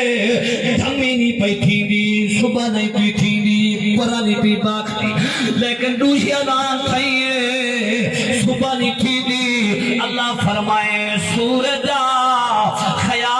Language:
Saraiki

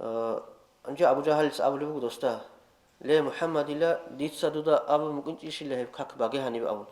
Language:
Avaric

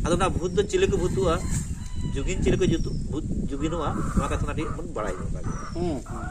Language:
Santali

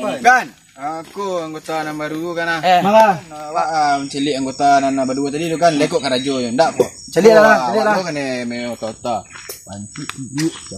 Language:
Minangkabau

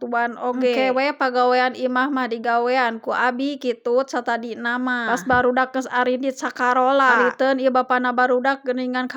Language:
Sundanese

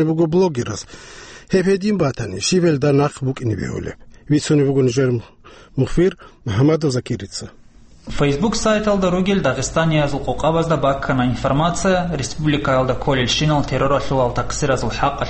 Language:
Avaric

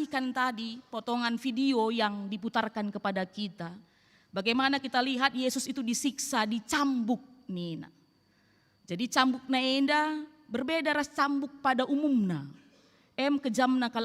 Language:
Batak Karo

